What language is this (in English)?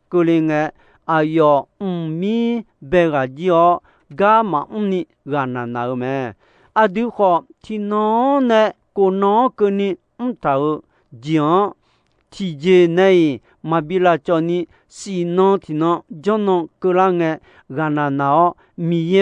Akha